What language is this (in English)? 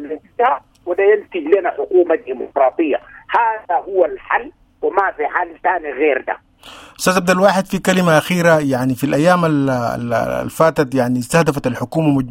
Sudanese Arabic